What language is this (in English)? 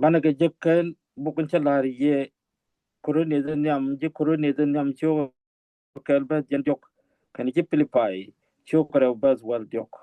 Nuer